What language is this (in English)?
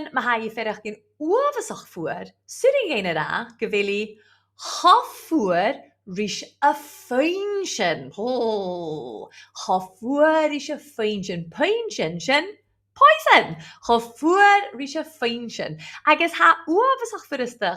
Scottish Gaelic